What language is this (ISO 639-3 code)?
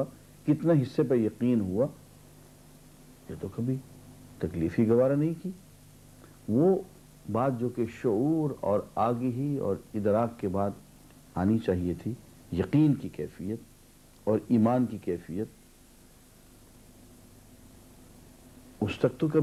urd